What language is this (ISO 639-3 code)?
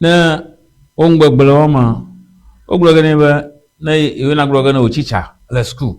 ewe